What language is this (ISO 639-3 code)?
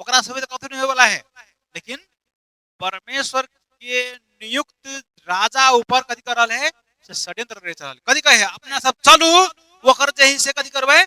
mai